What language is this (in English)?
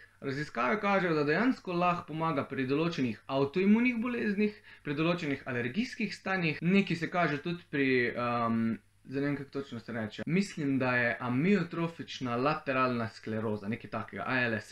Slovenian